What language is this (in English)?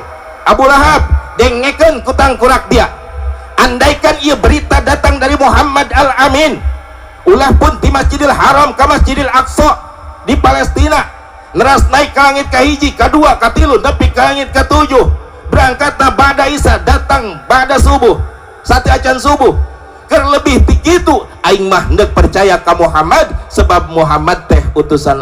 Sundanese